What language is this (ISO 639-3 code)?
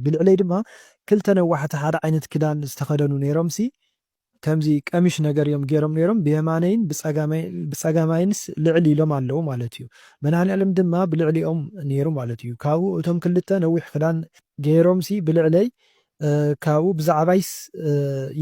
tir